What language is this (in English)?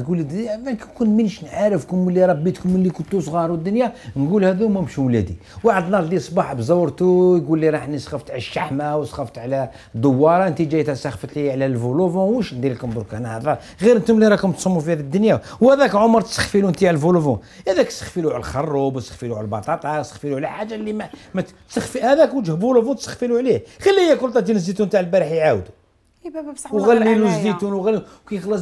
Algerian Arabic